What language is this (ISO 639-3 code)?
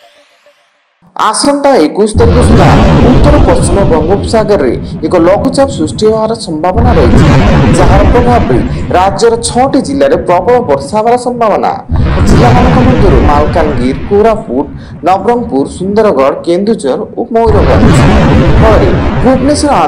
ori